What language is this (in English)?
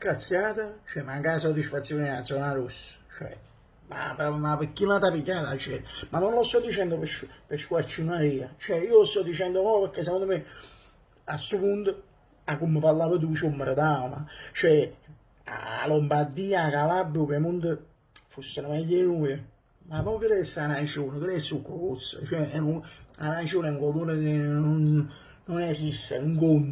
Neapolitan